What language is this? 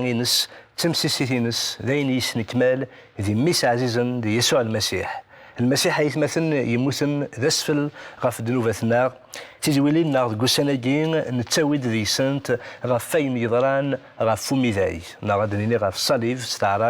Kabyle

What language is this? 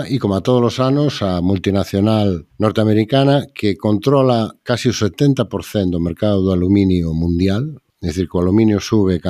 Galician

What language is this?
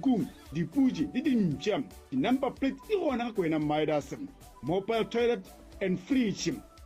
Northern Sotho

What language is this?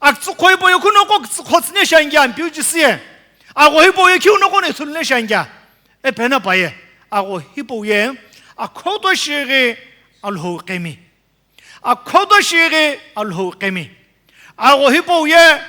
Sumi Naga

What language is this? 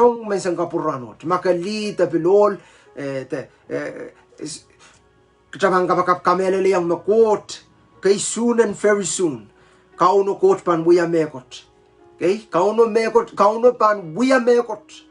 Pohnpeian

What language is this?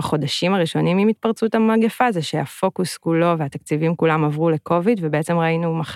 Hebrew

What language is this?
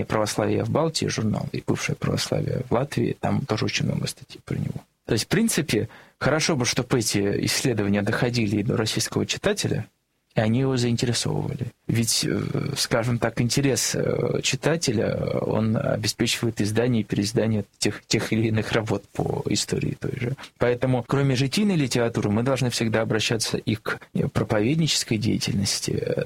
Russian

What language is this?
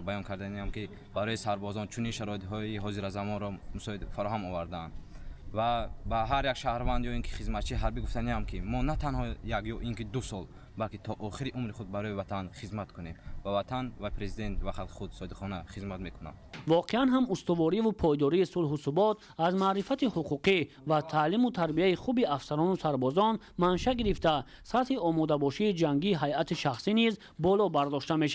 Tajik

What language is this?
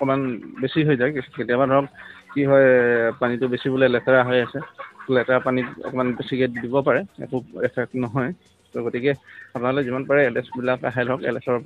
Assamese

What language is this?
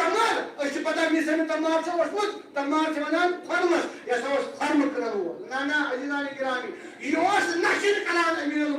Kashmiri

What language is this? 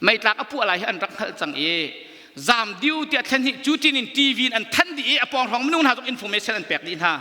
Hakha Chin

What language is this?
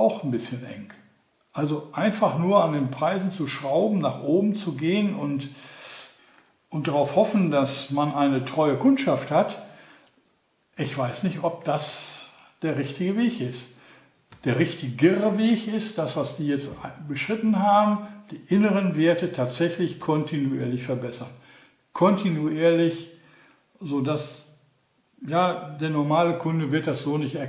German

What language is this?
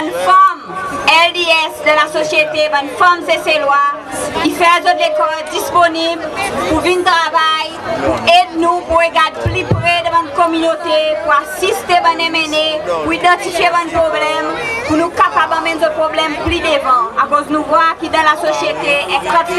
Seselwa Creole French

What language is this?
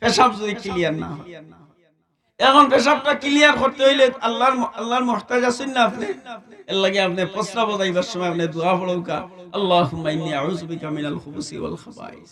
Sylheti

